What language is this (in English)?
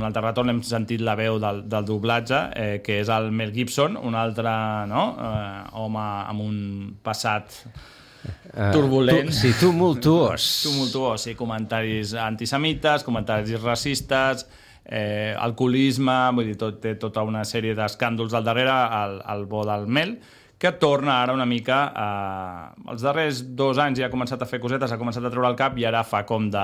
Catalan